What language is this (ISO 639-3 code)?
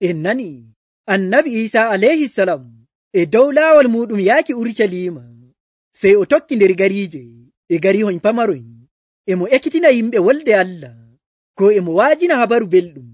fuv